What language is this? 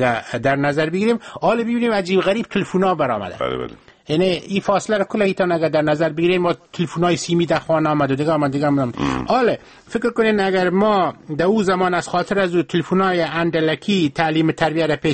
Persian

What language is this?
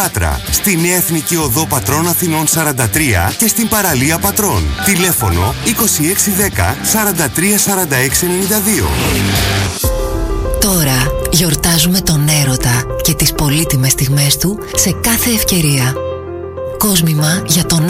Greek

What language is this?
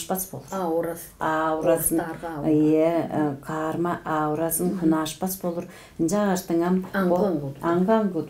Tuvinian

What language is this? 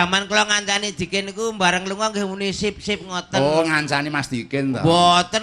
Javanese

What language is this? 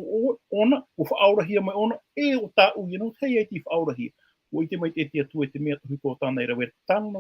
Tahitian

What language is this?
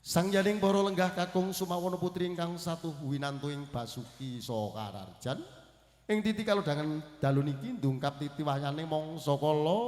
Javanese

